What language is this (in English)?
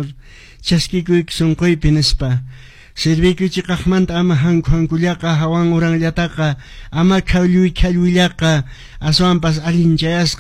Quechua